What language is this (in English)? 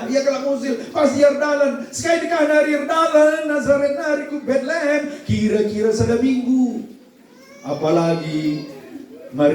Batak Karo